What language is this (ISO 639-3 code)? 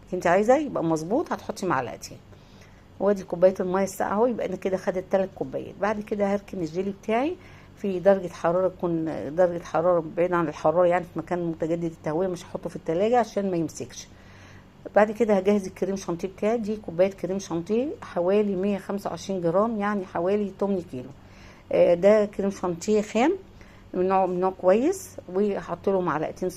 arz